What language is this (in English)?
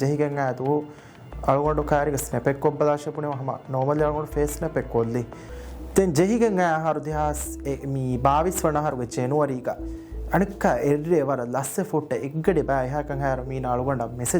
Divehi